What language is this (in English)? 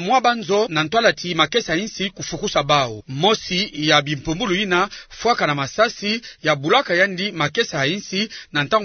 Kituba (Democratic Republic of Congo)